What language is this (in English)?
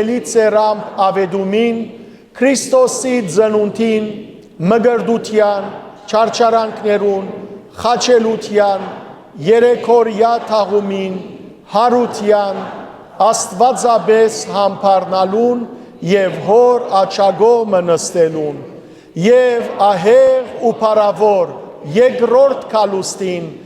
Western Armenian